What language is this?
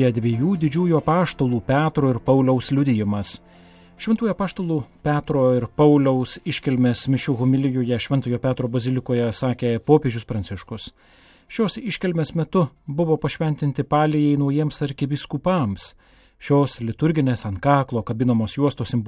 Lithuanian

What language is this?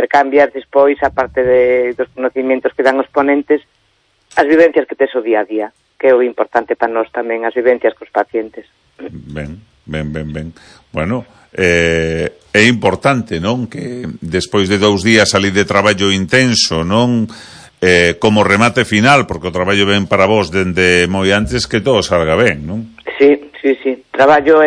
Galician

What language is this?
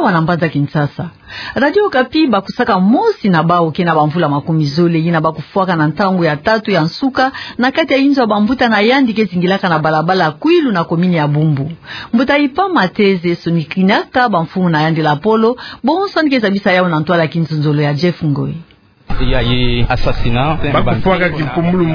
Kituba (Democratic Republic of Congo)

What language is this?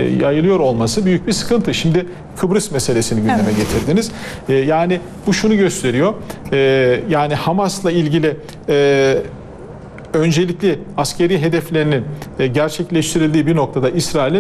Turkish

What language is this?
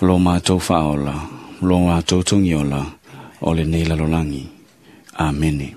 Samoan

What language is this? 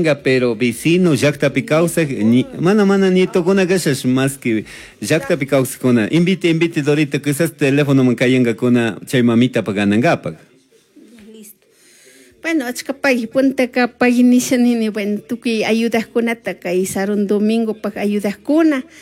Chimborazo Highland Quichua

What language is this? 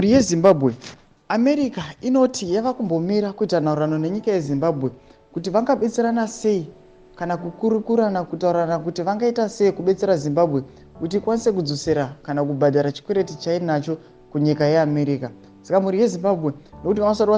Shona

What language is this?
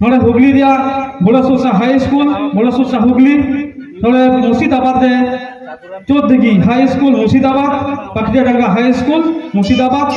Santali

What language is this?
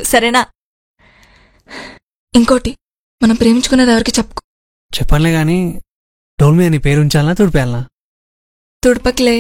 Telugu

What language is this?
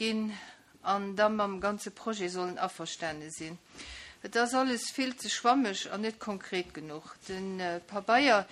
Luxembourgish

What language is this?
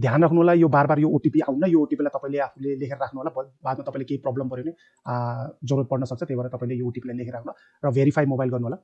Nepali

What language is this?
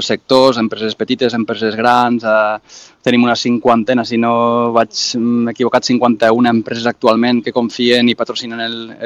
Catalan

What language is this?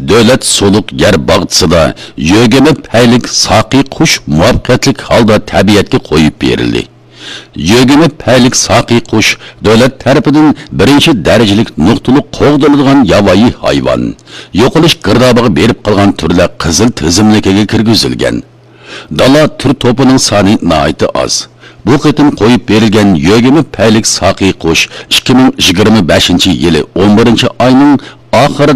Uyghur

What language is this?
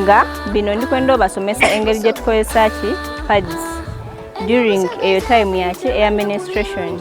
Soga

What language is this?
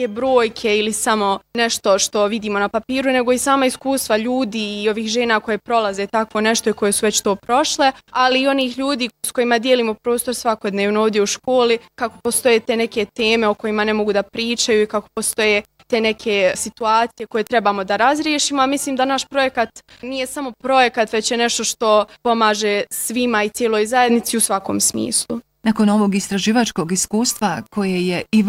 Bosnian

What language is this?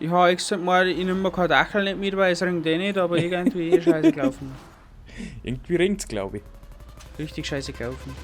Bavarian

